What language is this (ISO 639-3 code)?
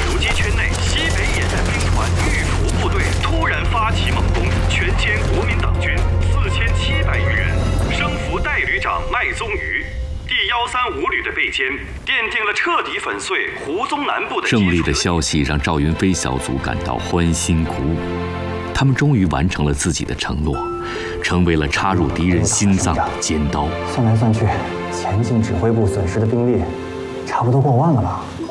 zho